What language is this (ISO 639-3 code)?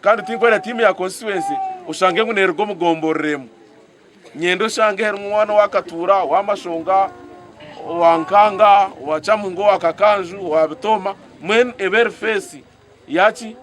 nyn